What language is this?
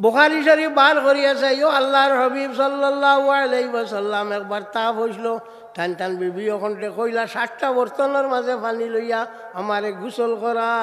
Sylheti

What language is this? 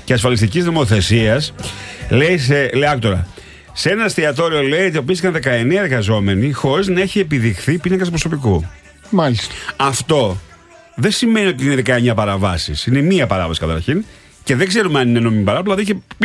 Greek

